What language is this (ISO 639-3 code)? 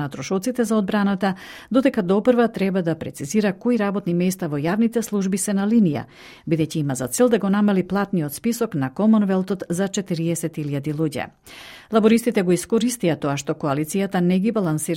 mkd